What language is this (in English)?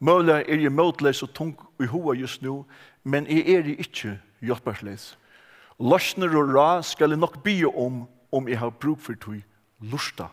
Faroese